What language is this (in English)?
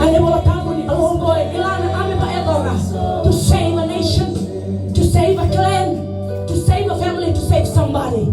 Fijian